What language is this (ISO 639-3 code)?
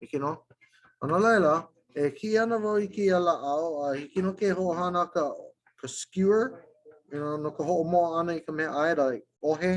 haw